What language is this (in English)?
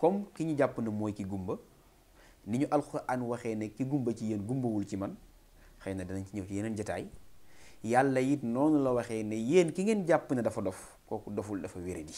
Wolof